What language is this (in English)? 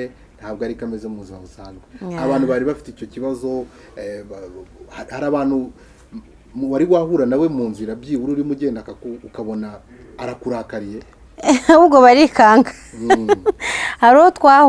Kinyarwanda